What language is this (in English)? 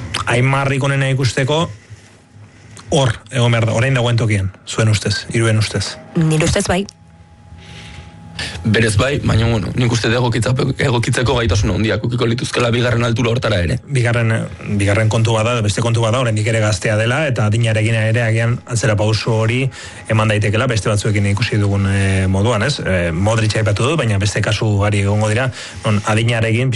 Basque